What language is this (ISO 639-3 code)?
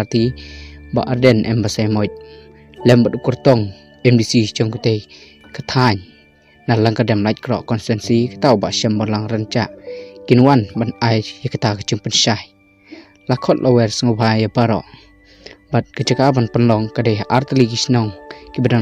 kha